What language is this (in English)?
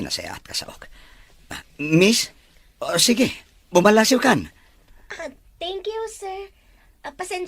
Iloko